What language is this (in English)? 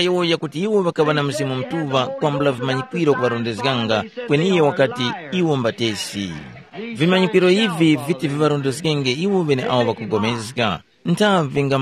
Tumbuka